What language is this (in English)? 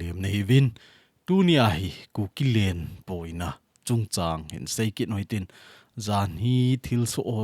Thado Chin